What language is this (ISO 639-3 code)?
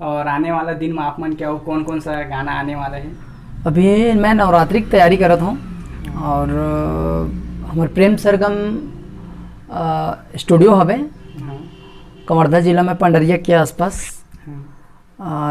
hne